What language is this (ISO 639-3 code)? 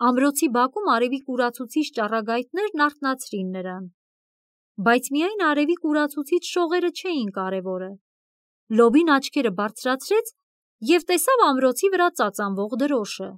hye